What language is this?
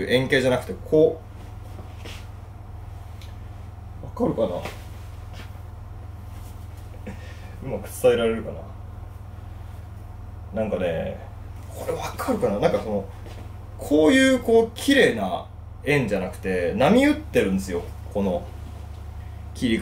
Japanese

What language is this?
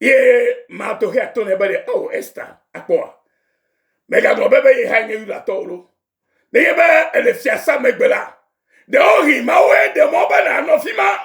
Ewe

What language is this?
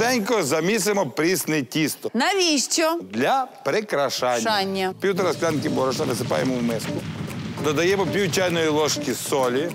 Ukrainian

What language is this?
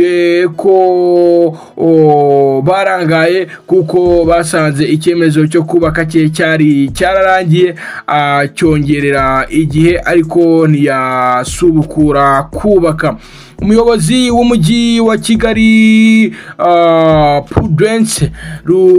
Kinyarwanda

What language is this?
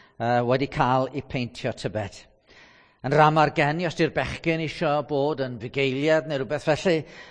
Welsh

